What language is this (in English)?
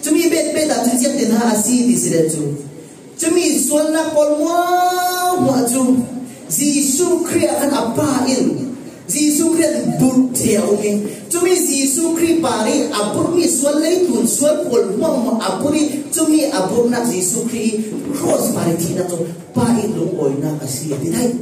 Falam Chin